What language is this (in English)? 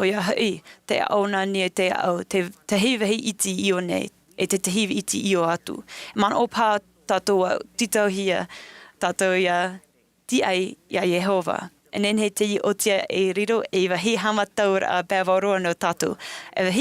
Tahitian